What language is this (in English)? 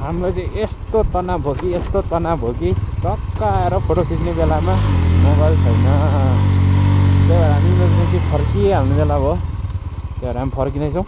Nepali